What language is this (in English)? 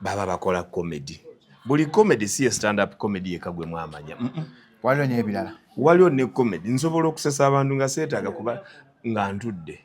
Ganda